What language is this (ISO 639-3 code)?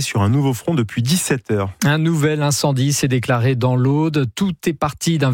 fra